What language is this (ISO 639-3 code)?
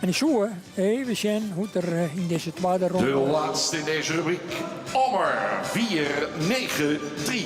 fry